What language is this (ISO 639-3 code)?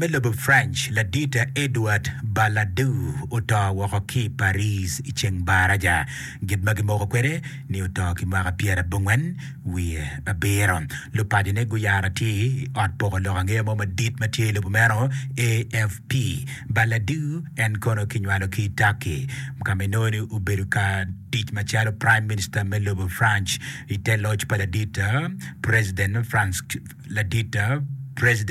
ach